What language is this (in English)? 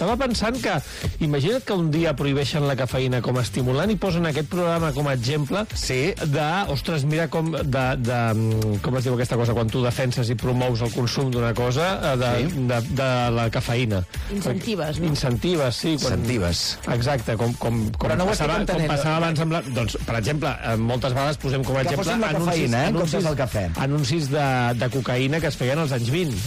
Catalan